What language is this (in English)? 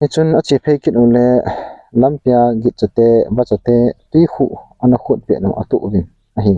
Thado Chin